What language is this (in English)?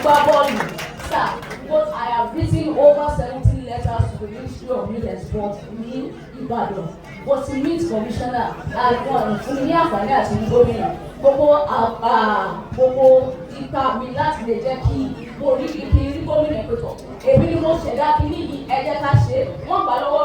Yoruba